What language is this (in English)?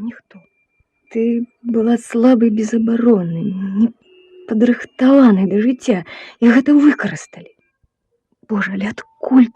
Belarusian